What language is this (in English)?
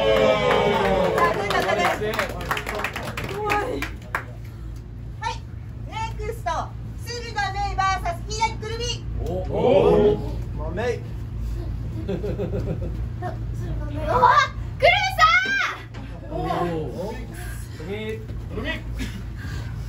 Japanese